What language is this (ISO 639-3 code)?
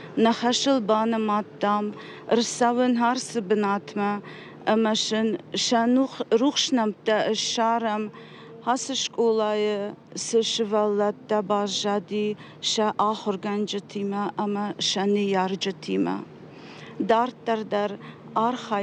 oss